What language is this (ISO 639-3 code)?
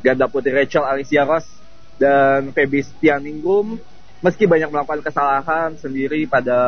ind